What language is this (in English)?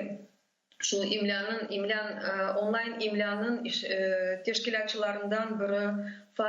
Crimean Tatar